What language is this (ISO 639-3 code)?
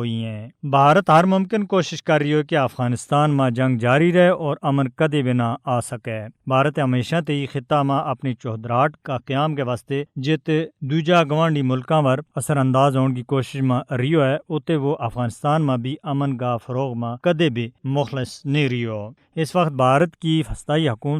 gju